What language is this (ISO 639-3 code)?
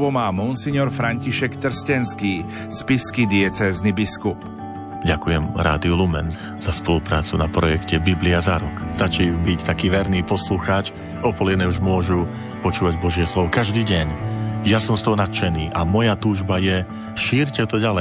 slk